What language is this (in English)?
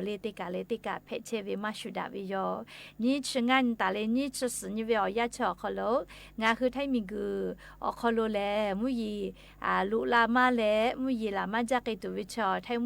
Lahu